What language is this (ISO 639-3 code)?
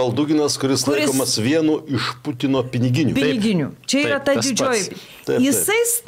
lit